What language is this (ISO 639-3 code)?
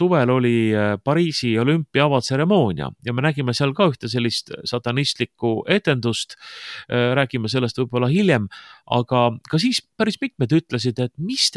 est